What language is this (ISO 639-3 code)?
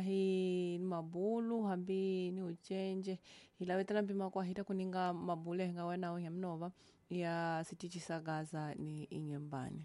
tso